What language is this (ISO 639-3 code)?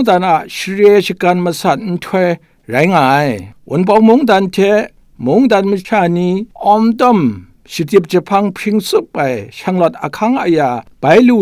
kac